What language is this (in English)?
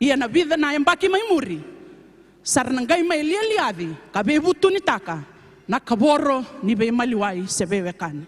Fijian